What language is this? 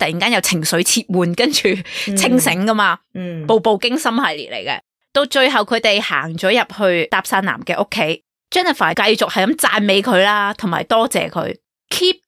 Cantonese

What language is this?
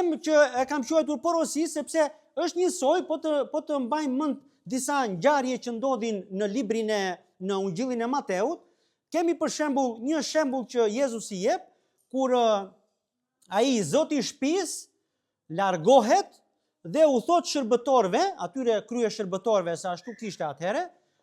Albanian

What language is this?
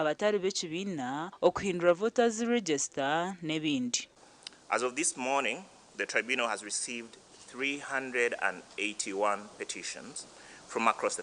Nyankole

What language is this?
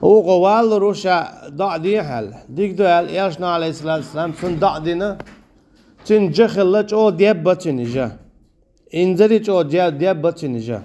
Chechen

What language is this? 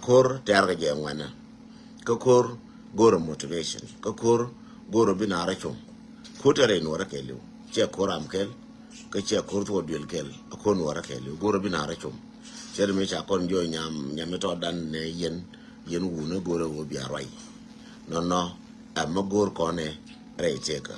Nuer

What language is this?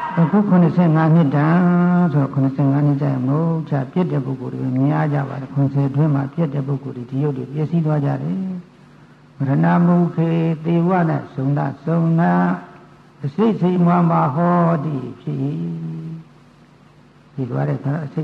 Burmese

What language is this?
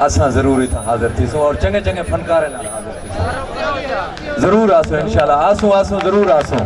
Saraiki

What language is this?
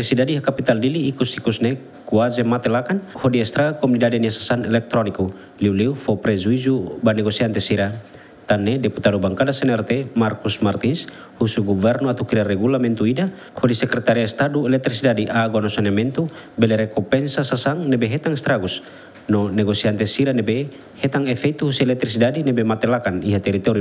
Tetum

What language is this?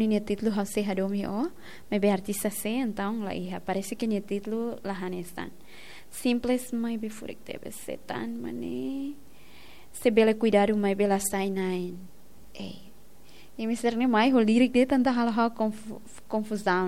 Tetum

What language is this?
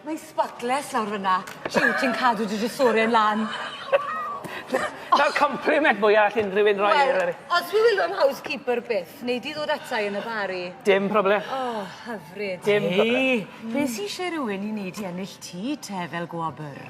Welsh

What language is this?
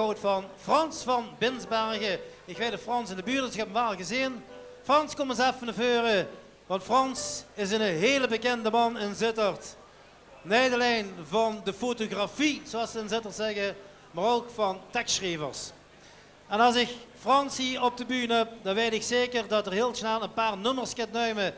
Limburgish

